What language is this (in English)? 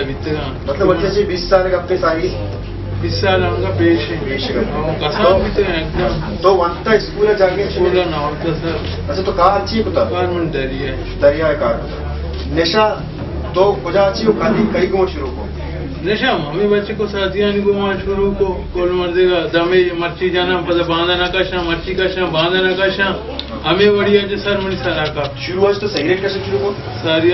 Baluchi